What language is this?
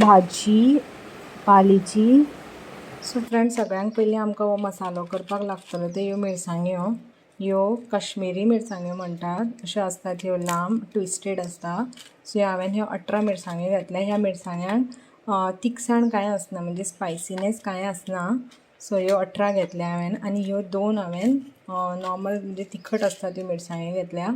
Konkani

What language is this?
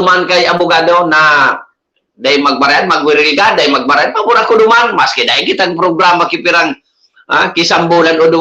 Bikol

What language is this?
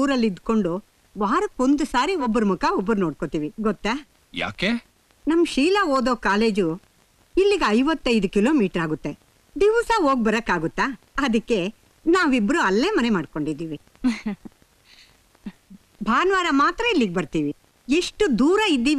Kannada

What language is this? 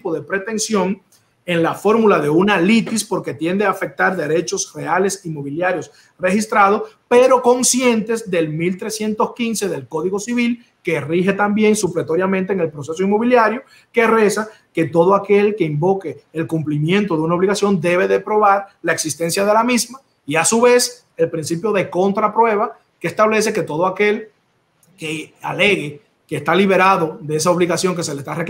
Spanish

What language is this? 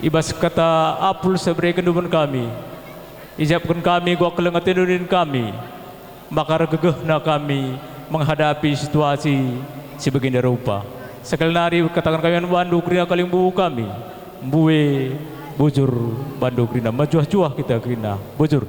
Batak Karo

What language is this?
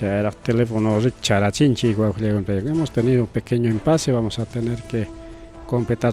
Ayacucho Quechua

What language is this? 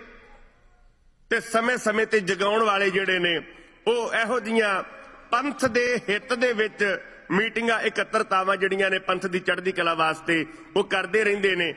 Punjabi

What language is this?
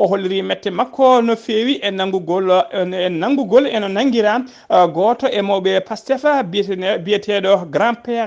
Fula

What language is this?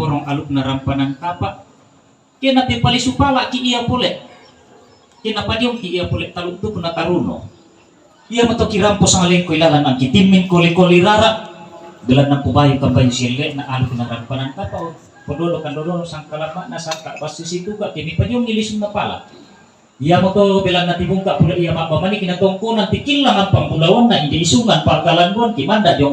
Toraja-Sa'dan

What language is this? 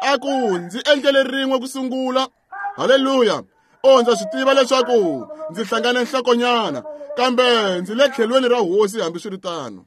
Tsonga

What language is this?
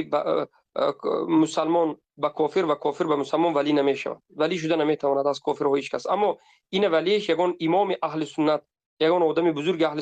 Tajik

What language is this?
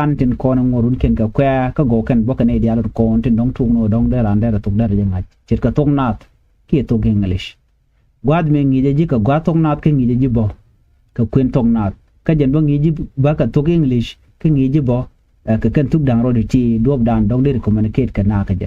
Nuer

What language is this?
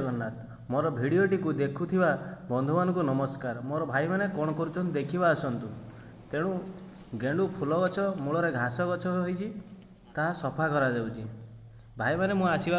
Odia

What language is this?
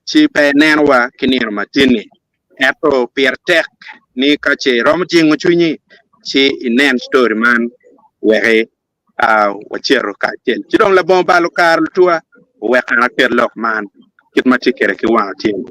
Acoli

